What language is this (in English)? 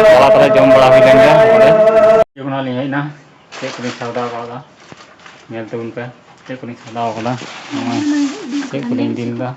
Santali